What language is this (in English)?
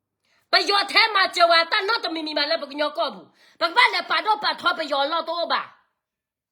S'gaw Karen